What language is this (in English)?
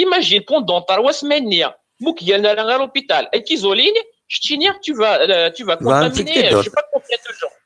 Kabyle